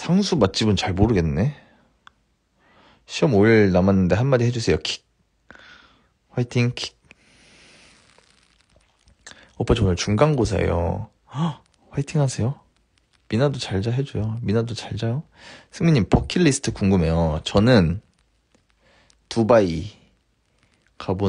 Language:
Korean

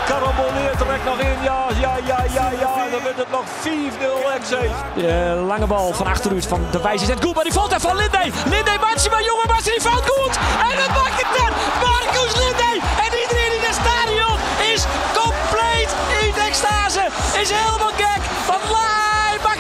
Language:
Western Frisian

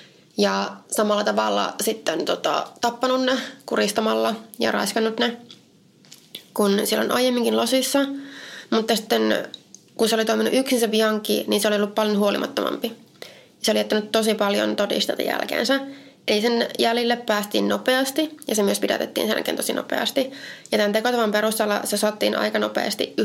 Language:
Finnish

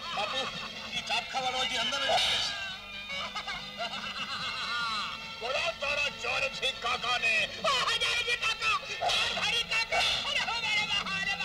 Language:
Gujarati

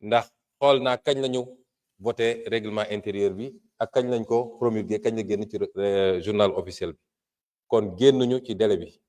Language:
Wolof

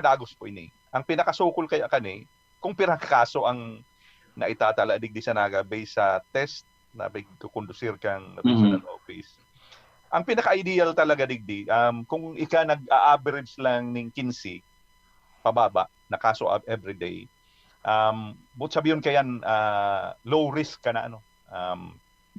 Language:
Bikol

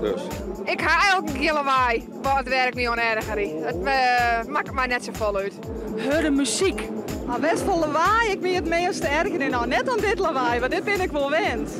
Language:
Western Frisian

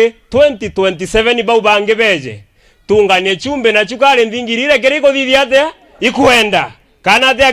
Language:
Meru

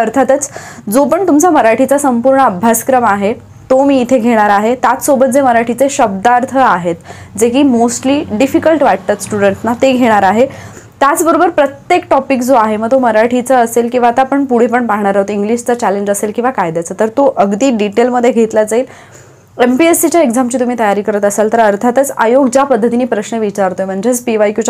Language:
Marathi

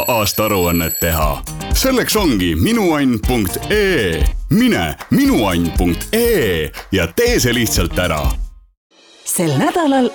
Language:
Estonian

